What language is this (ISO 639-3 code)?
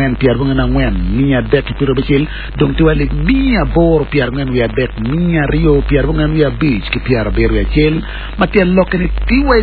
ach